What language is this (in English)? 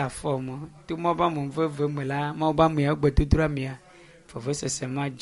Ewe